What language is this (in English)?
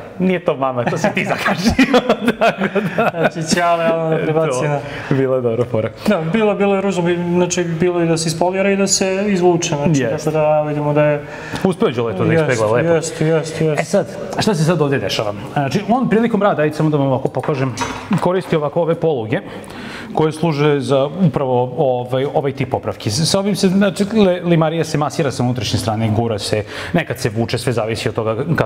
Serbian